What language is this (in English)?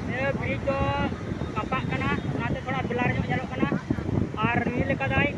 Santali